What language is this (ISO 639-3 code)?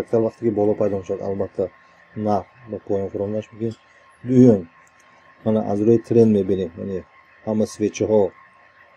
tgk